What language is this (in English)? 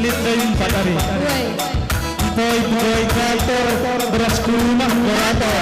Batak Karo